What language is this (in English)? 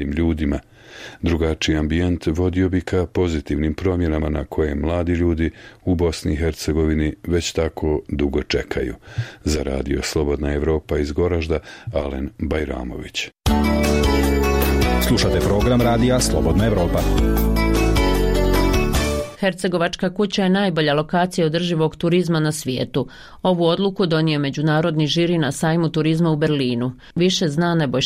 Bosnian